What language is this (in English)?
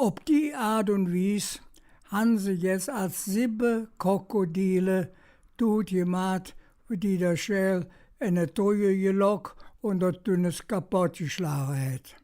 Colognian